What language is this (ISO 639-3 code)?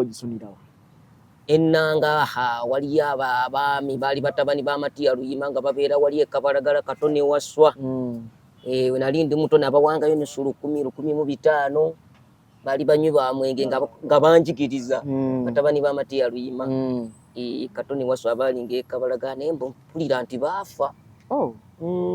lug